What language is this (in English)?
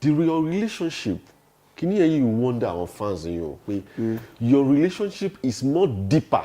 Yoruba